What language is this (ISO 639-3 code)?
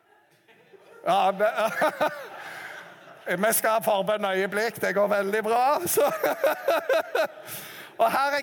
nor